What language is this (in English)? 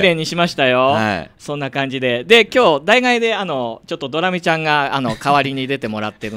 Japanese